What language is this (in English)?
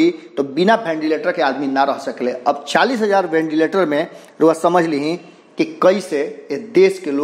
Bhojpuri